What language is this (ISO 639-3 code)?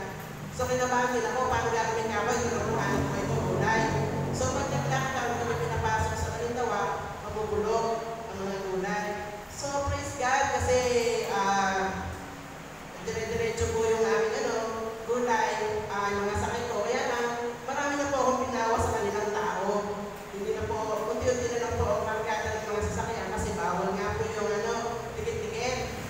fil